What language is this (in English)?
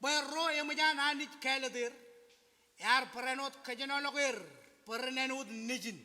Marshallese